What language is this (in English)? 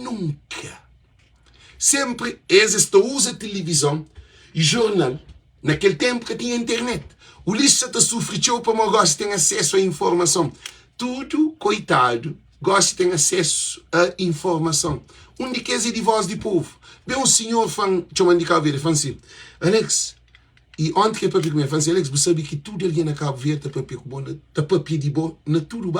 Kabuverdianu